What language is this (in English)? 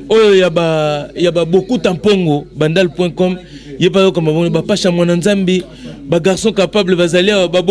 Lingala